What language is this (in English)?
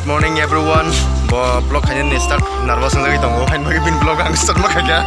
Kok Borok